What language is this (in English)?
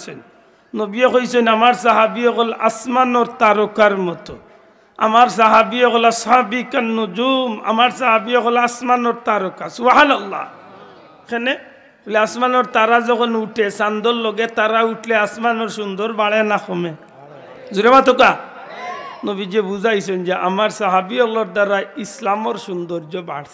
Sylheti